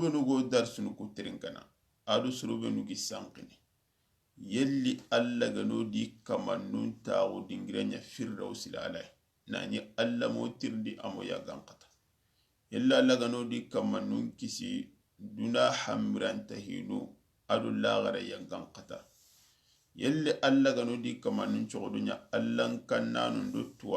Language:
Soninke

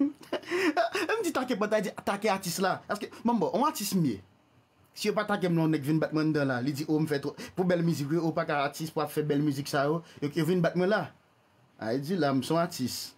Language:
Haitian Creole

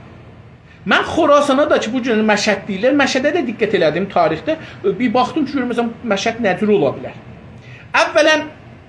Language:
South Azerbaijani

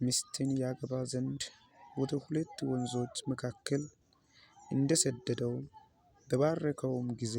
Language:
Amharic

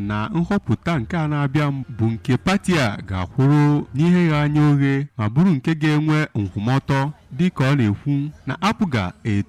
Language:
Igbo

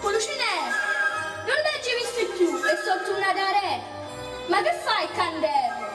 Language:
Neapolitan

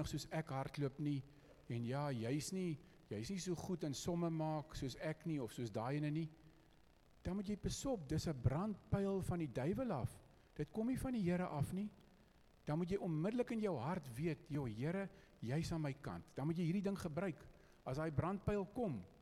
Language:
Afrikaans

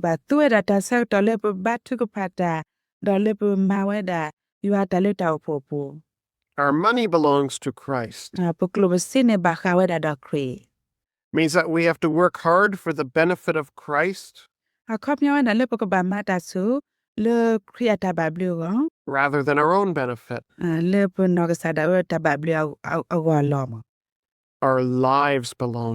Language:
S'gaw Karen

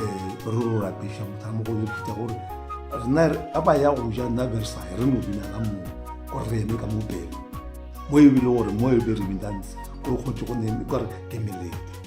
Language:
Northern Sotho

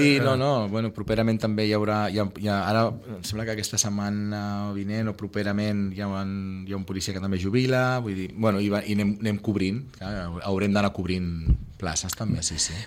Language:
Catalan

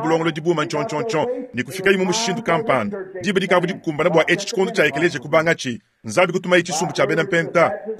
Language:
Luba-Lulua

